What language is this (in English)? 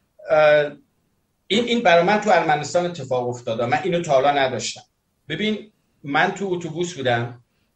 Persian